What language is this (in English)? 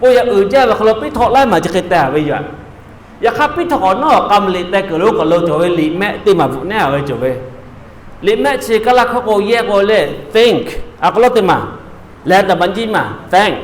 Lahu